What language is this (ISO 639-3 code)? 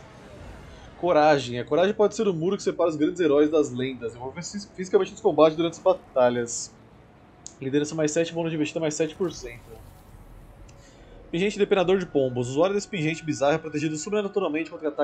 por